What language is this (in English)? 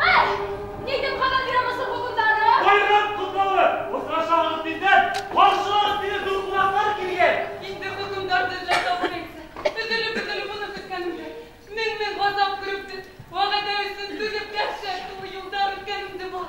Bashkir